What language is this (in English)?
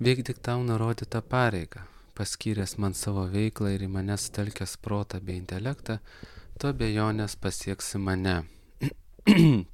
Lithuanian